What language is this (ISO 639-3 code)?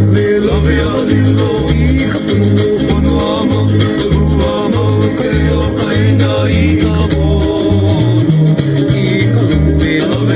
haw